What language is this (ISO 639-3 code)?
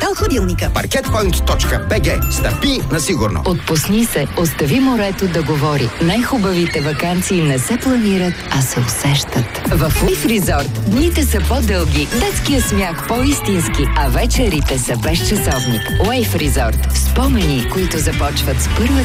bul